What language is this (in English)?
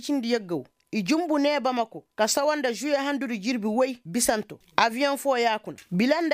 Koyraboro Senni